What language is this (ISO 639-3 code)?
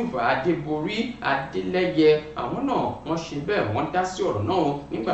yor